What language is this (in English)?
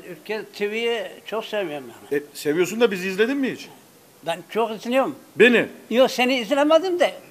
Turkish